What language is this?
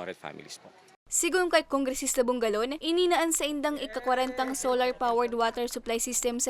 Bikol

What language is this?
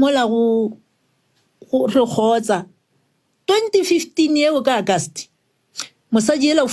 Northern Sotho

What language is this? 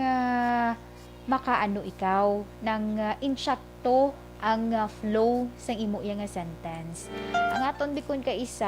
Hiligaynon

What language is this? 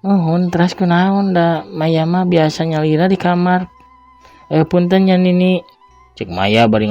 Sundanese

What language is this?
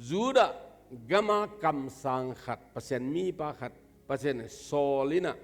Tedim Chin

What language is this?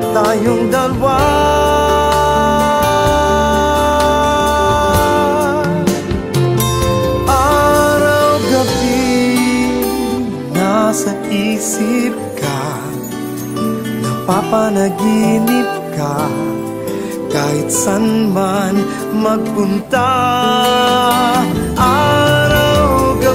Filipino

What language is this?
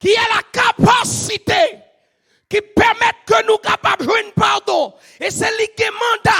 Haitian Creole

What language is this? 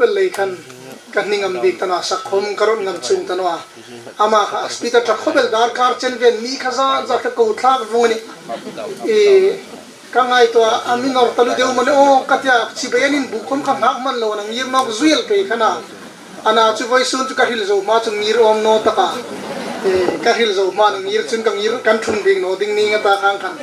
Hmar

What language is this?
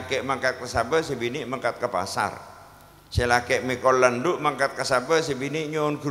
Madurese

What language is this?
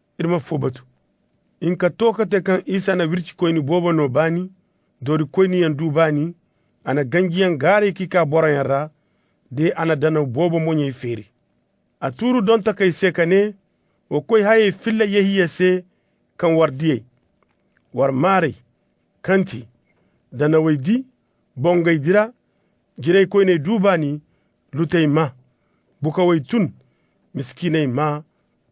Zarma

